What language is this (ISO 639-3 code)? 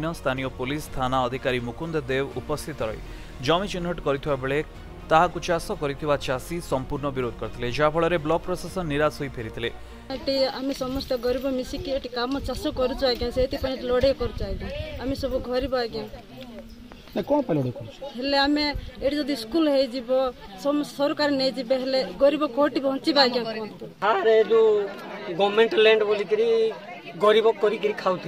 ori